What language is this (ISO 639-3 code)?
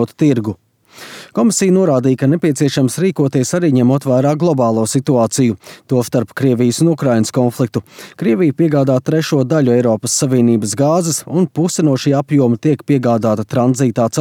lav